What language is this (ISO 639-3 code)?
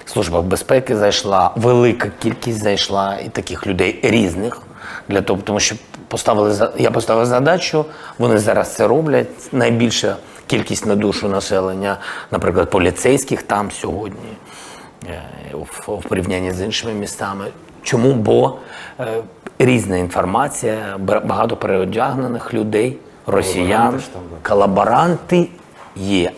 ukr